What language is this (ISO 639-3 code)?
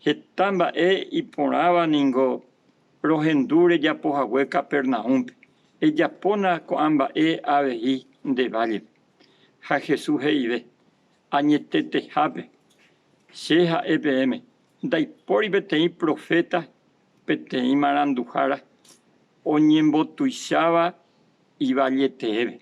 grn